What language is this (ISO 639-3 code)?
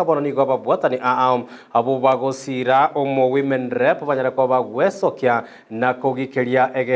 guz